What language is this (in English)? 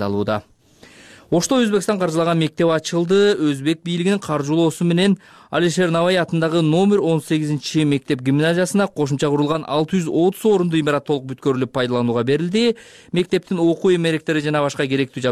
Kyrgyz